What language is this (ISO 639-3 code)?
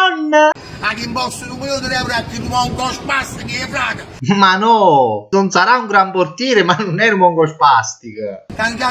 nap